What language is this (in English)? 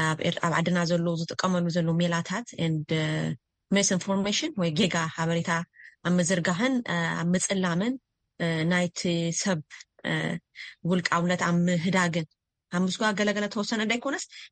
Tigrinya